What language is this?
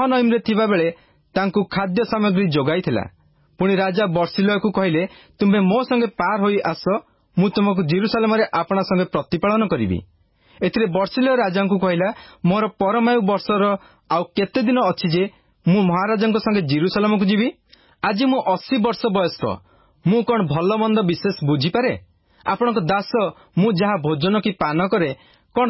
Odia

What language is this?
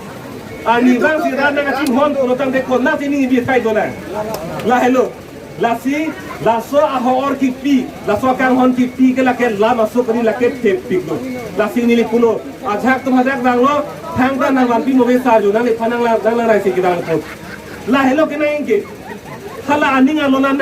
Karbi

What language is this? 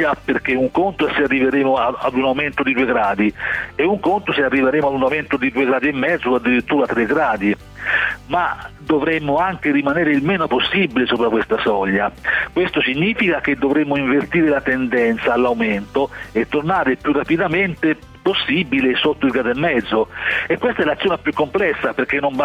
Italian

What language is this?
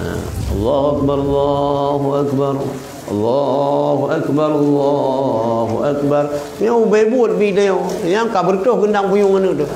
Achinese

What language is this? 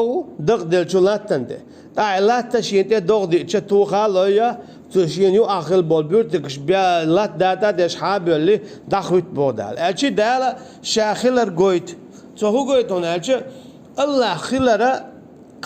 Chechen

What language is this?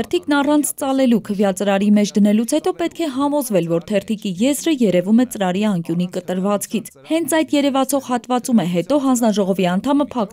Armenian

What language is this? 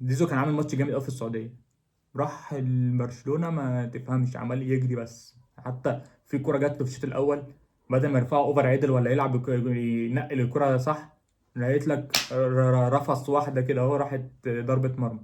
Egyptian Arabic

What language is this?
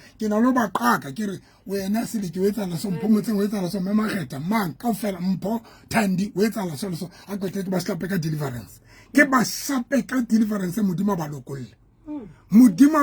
Southern Sotho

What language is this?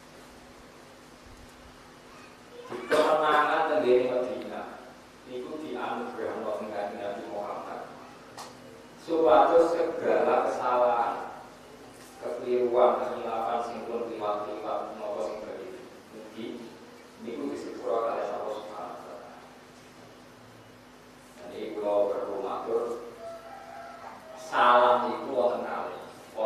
Javanese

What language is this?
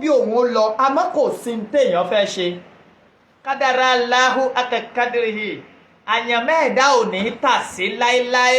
Yoruba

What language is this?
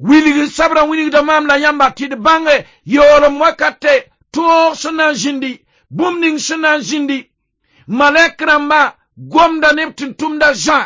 Mossi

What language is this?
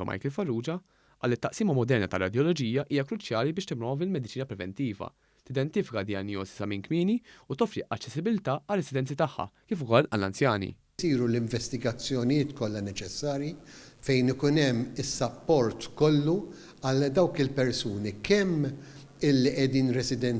Maltese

